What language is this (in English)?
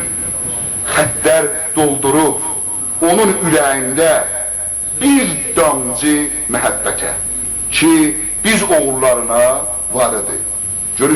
South Azerbaijani